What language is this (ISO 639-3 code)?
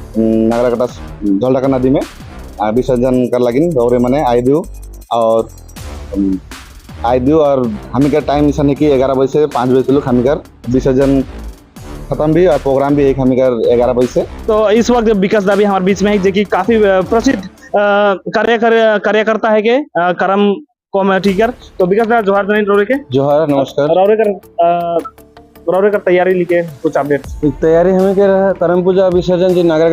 sck